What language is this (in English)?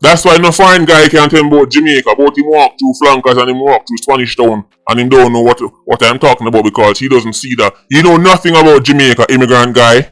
Jamaican Creole English